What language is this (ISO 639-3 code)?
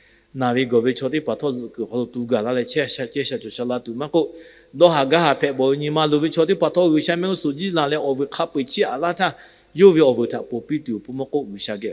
lhu